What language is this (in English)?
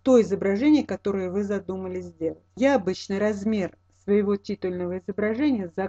Russian